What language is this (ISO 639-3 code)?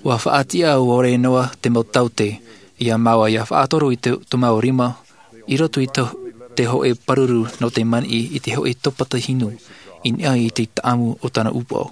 tah